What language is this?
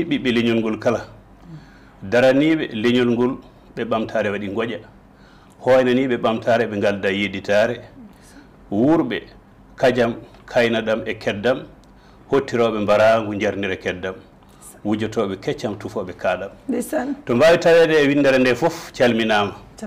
Fula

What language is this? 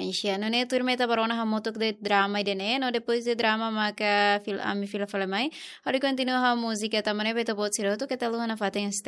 Tetum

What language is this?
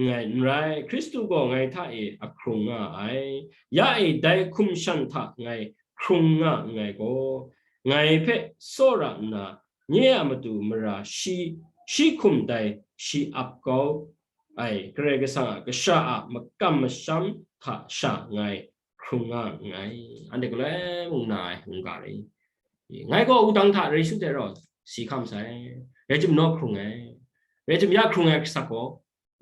Kachin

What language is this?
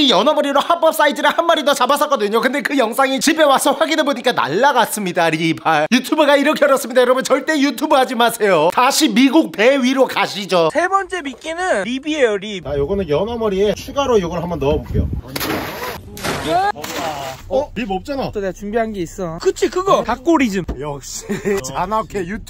Korean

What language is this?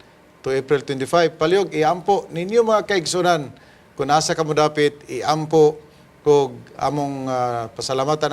Cebuano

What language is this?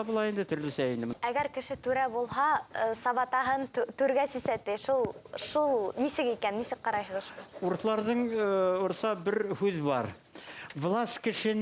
Bashkir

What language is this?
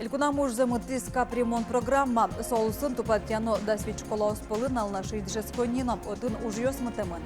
Udmurt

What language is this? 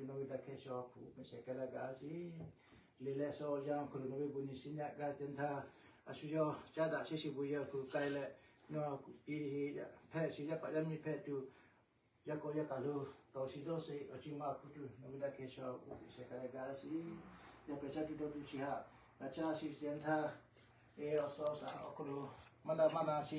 Lahu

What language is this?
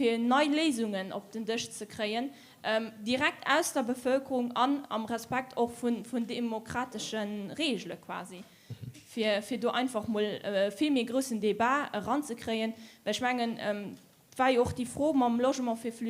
Luxembourgish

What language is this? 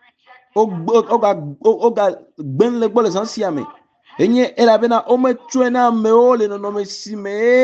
Ewe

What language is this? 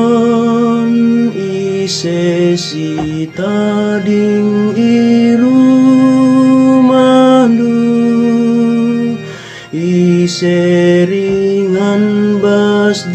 Batak Karo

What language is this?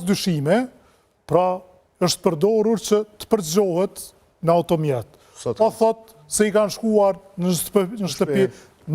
Albanian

